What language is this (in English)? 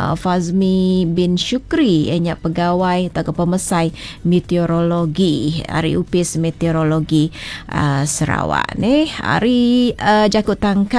Iban